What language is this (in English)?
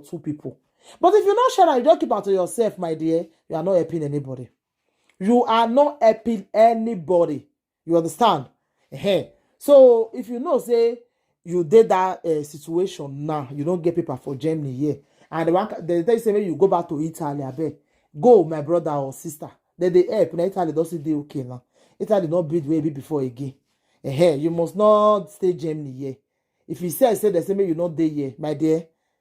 Nigerian Pidgin